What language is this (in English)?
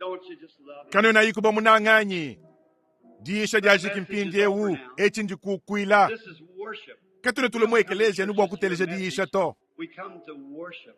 Luba-Lulua